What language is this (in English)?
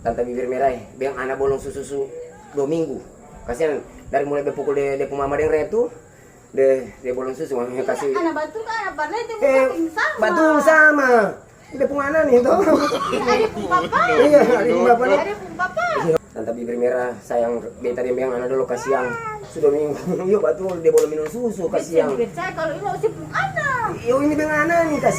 Ambonese Malay